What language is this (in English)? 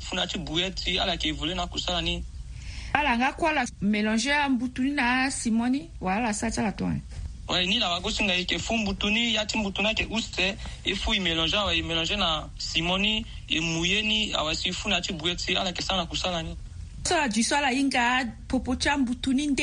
Sango